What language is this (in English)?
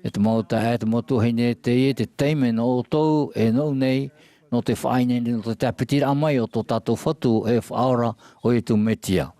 Tahitian